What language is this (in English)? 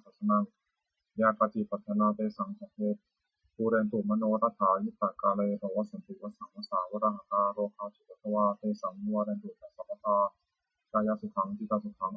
Pali